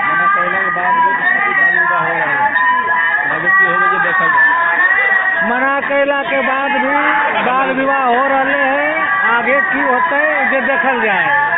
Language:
Magahi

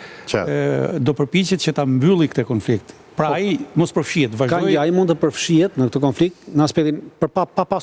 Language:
Albanian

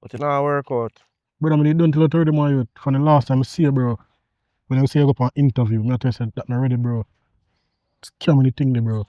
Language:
Jamaican Creole English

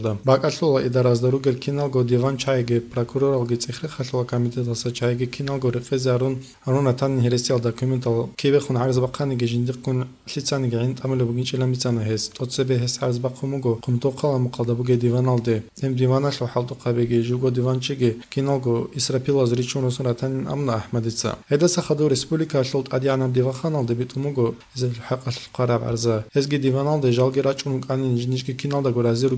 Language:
Avaric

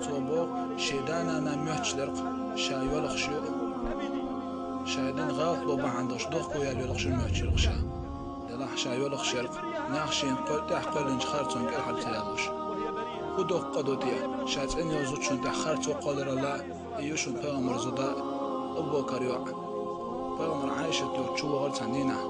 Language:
Chechen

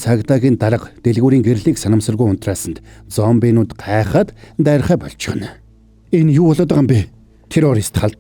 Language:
Mongolian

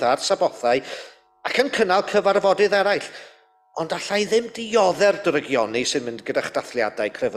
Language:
Welsh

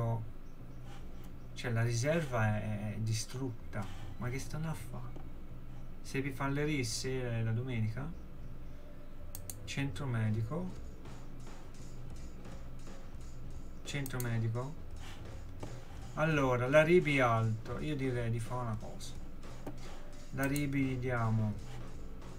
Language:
Italian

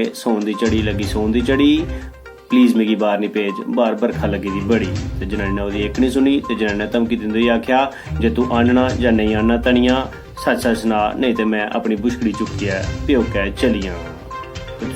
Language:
Dogri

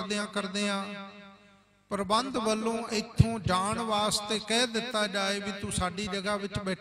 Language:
Punjabi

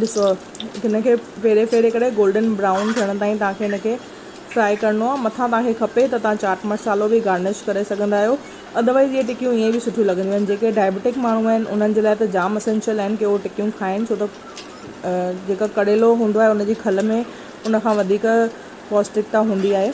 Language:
Sindhi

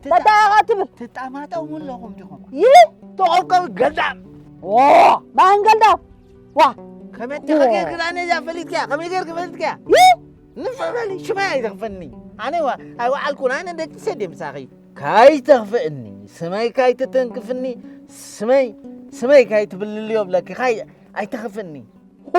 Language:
Tigrinya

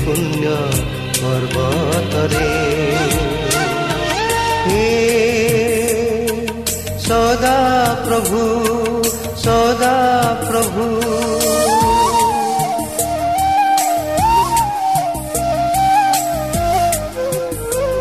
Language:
Odia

